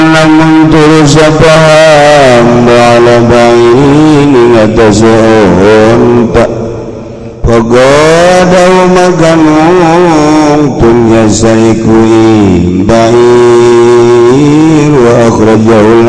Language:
Sundanese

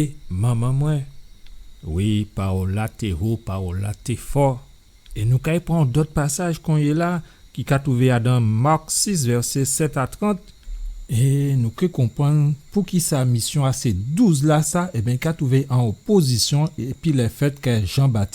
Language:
Guadeloupean Creole French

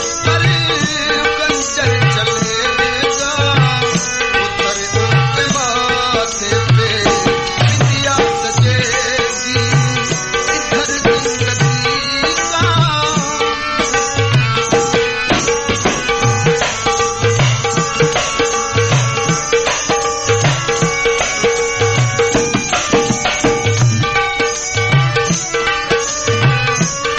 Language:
Punjabi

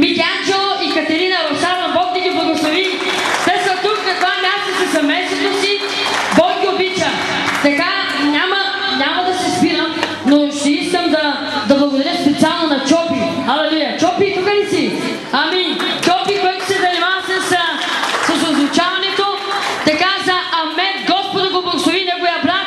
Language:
Bulgarian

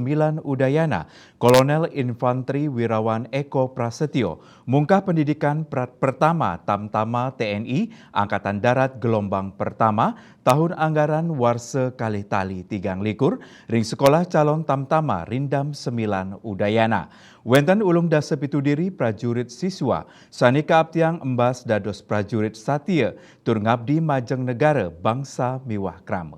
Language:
Balinese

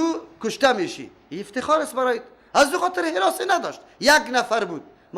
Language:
Persian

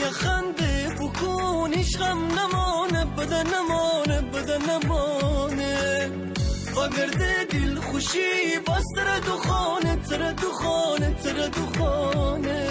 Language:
Gilaki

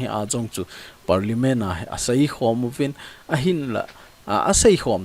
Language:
Thado Chin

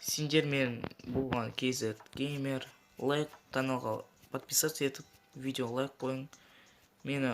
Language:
Kazakh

